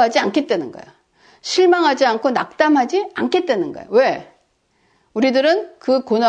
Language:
Korean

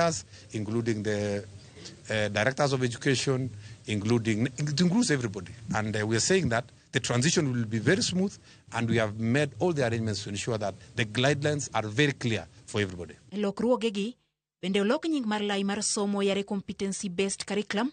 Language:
Luo (Kenya and Tanzania)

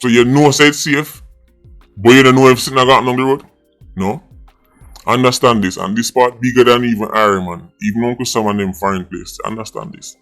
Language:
Jamaican Creole English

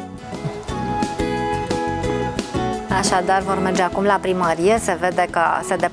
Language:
Romanian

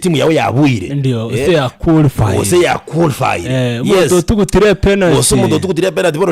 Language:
Gusii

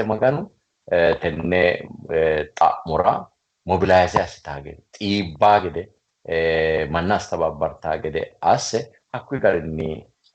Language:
Sidamo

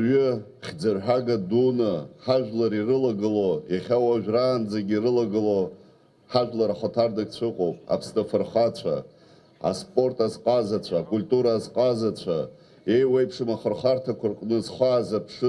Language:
Abkhazian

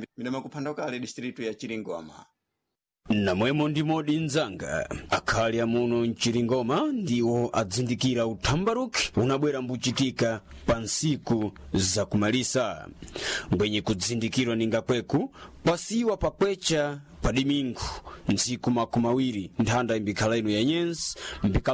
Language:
Sena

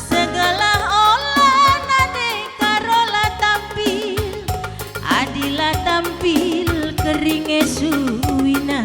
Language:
Batak Karo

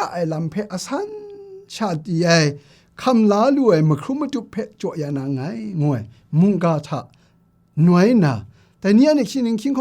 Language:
Kachin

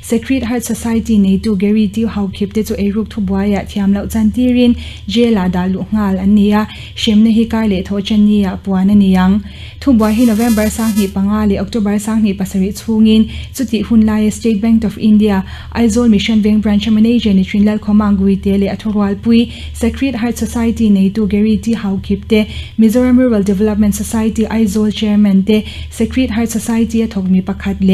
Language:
Mizo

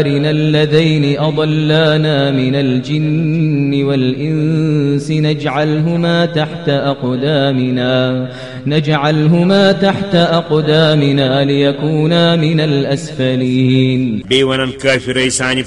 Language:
Kashmiri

